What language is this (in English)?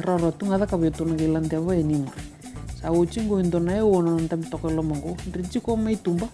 Fijian